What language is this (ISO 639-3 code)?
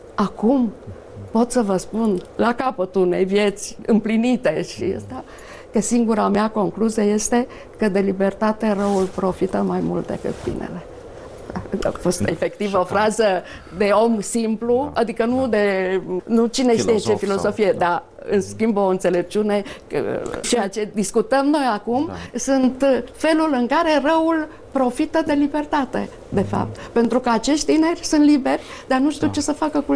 ron